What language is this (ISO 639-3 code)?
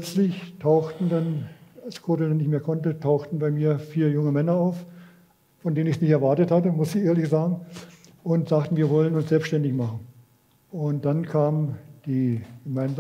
deu